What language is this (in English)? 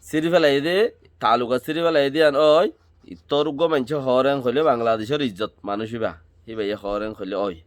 Rohingya